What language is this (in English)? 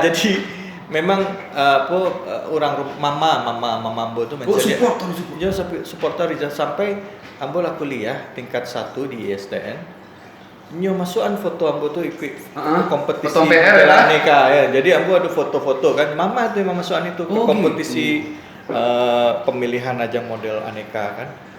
Minangkabau